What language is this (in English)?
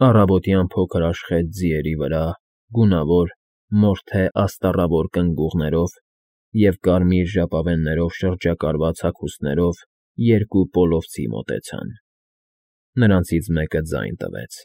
Armenian